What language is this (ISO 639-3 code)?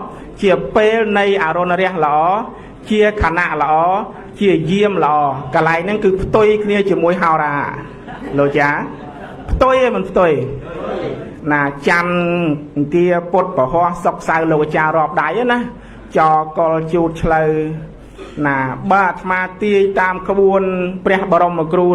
khm